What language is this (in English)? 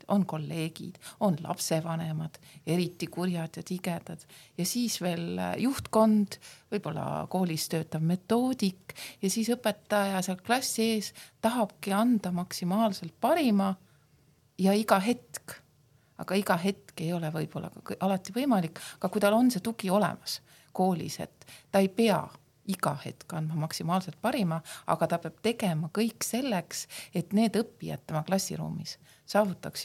Estonian